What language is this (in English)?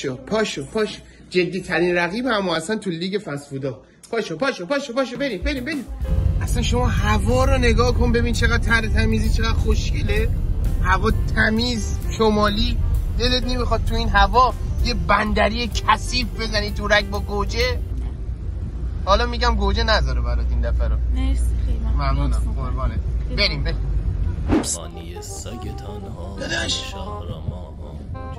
Persian